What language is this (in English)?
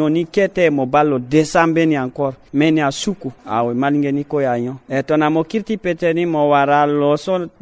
Sango